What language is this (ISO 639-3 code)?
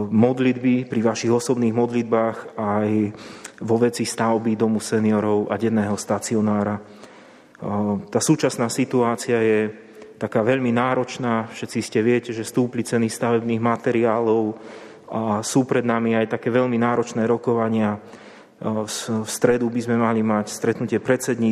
slk